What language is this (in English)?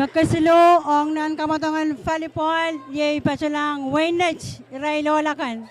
Pohnpeian